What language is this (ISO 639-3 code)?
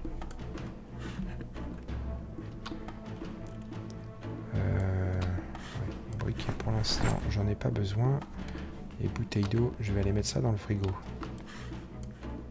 fra